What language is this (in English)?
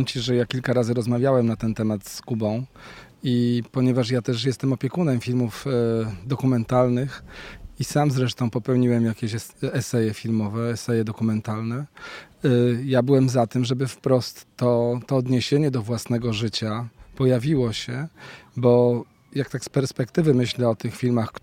Polish